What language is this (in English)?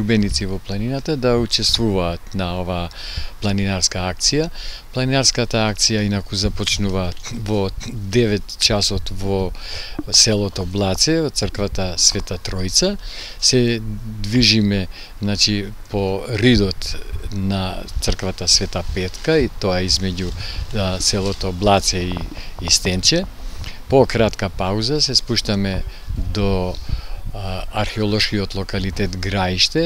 Macedonian